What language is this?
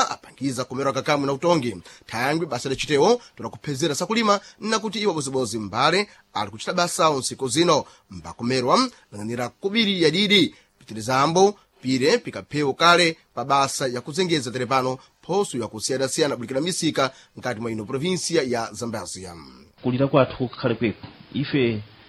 Sena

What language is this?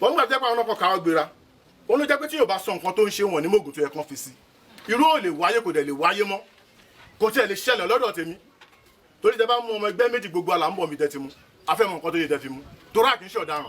Yoruba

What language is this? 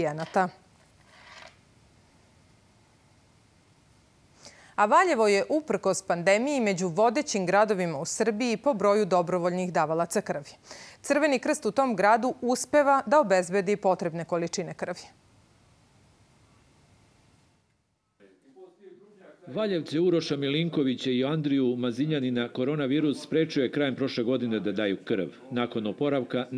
Serbian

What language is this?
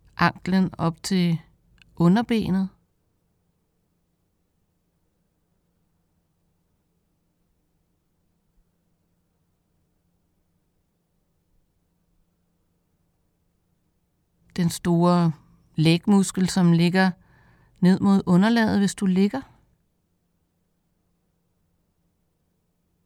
Danish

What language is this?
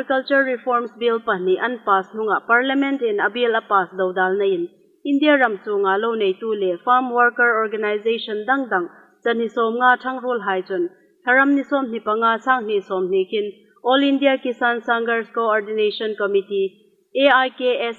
Hmar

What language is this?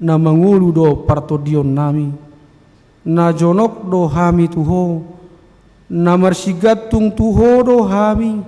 Batak Toba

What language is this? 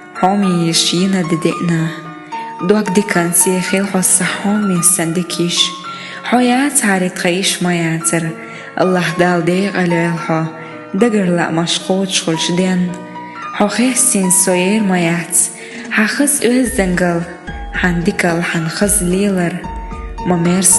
Chechen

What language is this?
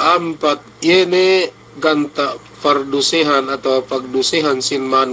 Yakan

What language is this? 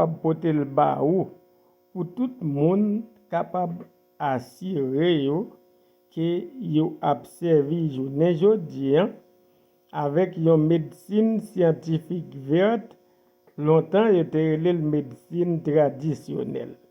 Haitian Creole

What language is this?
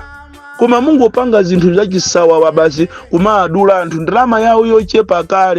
Nyanja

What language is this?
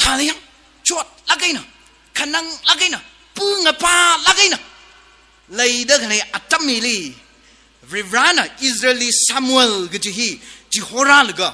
Tangkhul Naga (India)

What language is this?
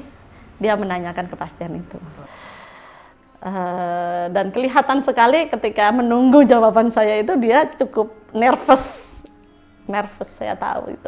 Indonesian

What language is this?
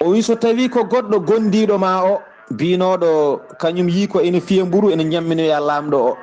Fula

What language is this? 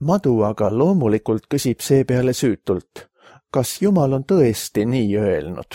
Estonian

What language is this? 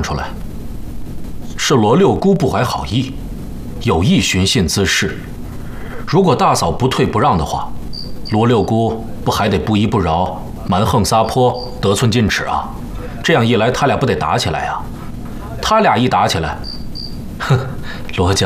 Chinese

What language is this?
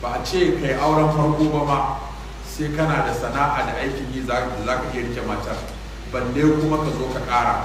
Hausa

